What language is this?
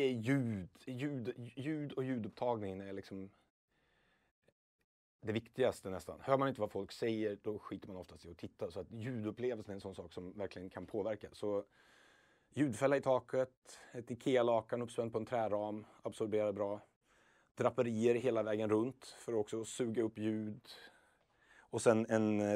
Swedish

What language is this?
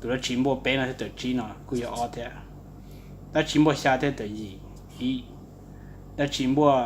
Hmong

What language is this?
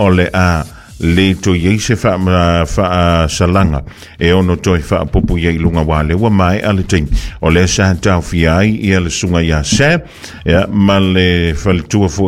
Samoan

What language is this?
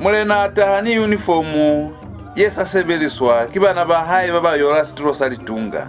Lozi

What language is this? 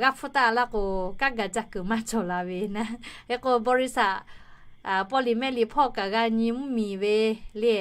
Lahu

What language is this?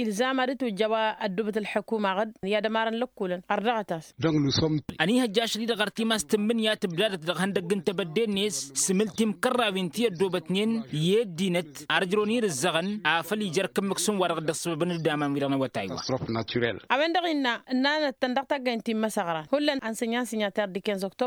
Tamasheq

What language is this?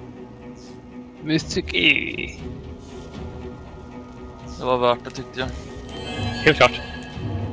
Swedish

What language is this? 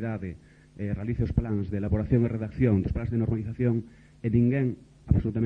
Galician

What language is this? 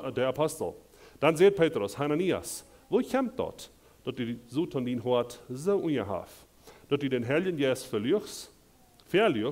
Plautdietsch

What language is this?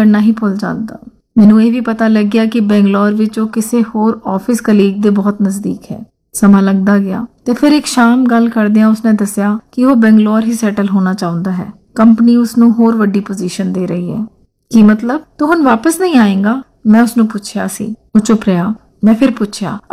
Punjabi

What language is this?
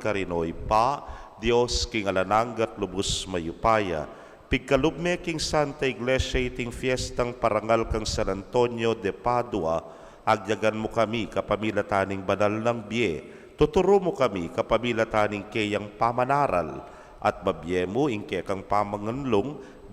Pampanga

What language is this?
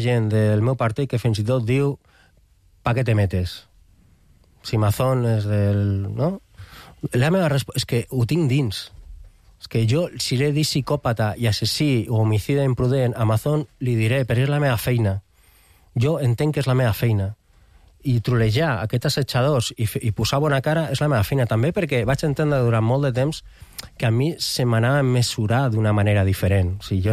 Catalan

